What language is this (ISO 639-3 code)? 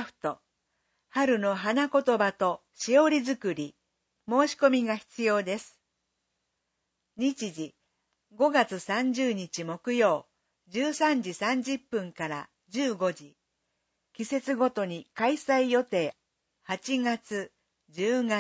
jpn